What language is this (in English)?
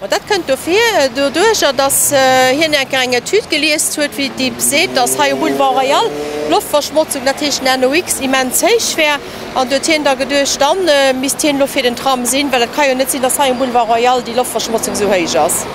Luxembourgish